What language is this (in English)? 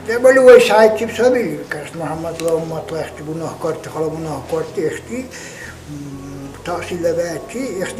Dargwa